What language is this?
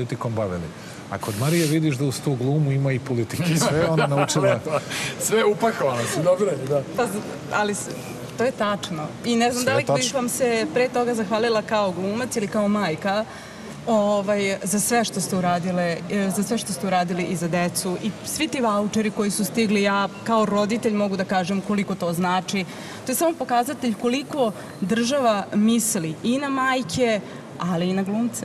Serbian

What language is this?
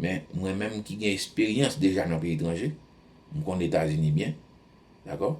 Haitian Creole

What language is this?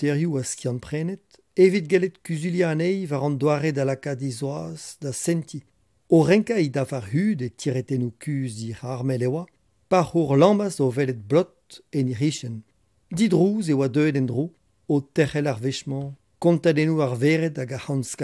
Breton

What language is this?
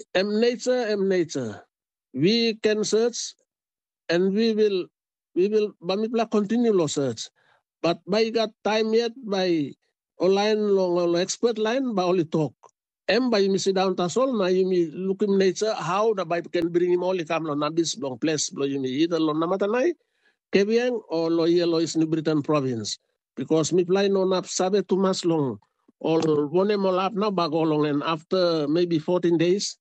Tok Pisin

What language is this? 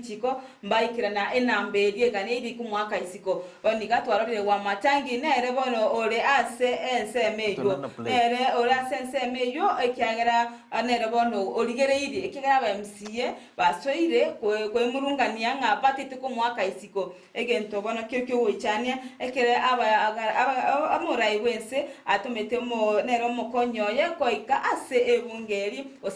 Gusii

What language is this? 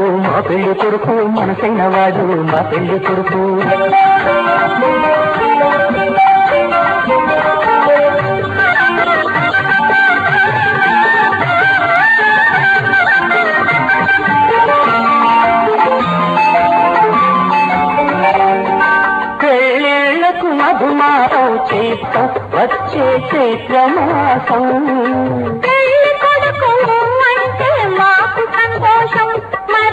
Telugu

